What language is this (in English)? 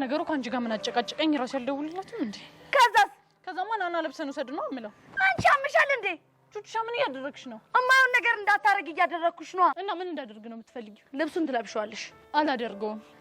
Amharic